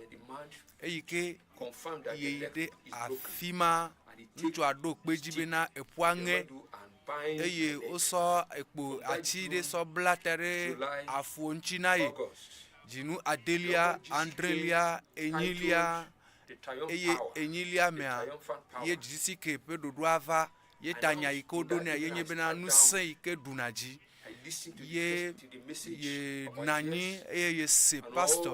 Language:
Ewe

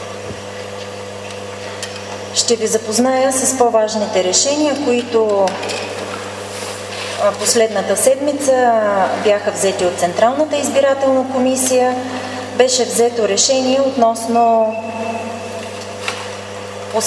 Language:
Bulgarian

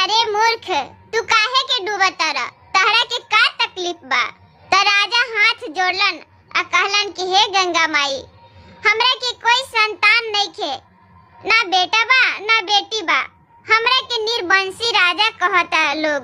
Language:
Bhojpuri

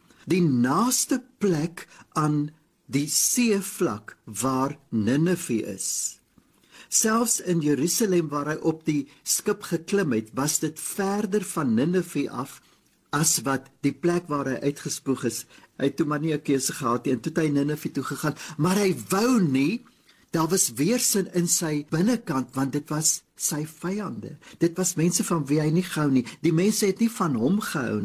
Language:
Afrikaans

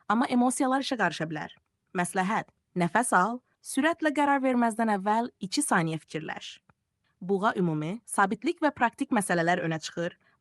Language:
Azerbaijani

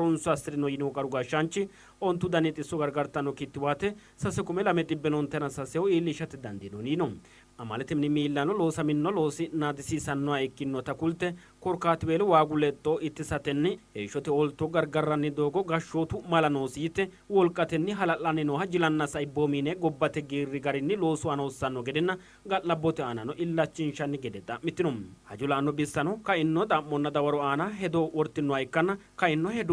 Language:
Sidamo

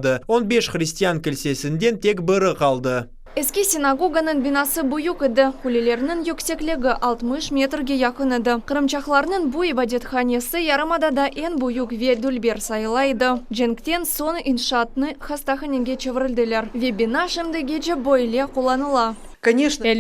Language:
Crimean Tatar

